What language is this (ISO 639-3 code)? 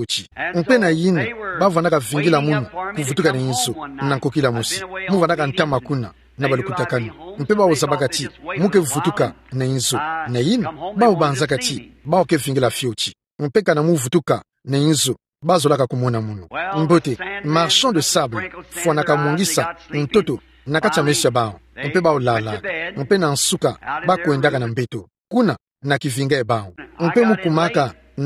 ktu